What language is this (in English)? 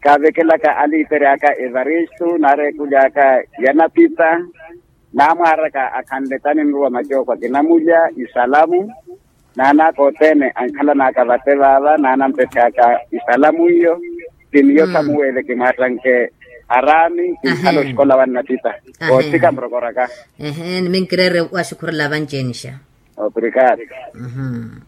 Makhuwa